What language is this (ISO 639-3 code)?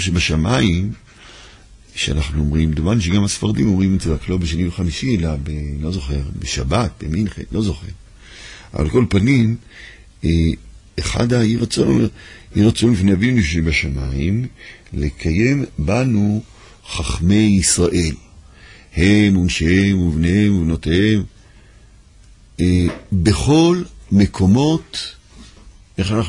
heb